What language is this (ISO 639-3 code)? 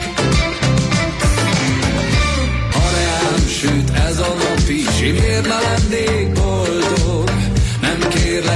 hun